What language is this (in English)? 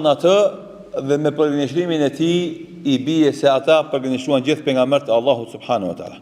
Albanian